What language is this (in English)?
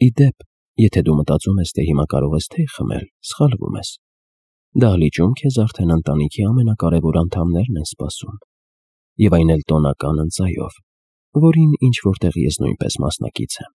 Armenian